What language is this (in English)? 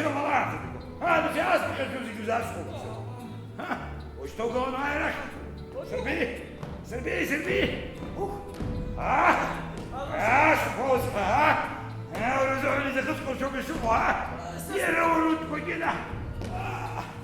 Abkhazian